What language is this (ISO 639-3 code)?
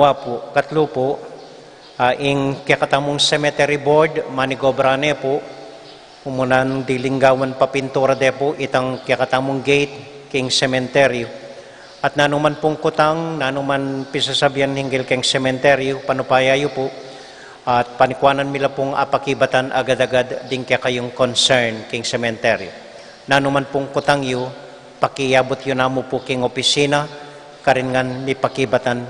pam